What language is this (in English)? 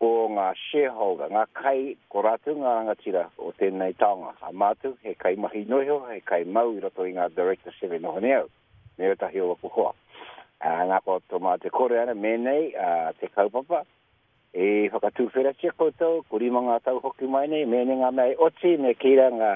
Māori